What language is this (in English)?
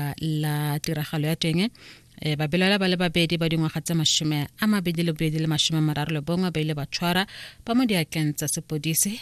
Tswana